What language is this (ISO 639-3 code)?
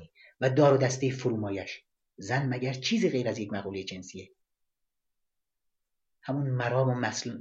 fas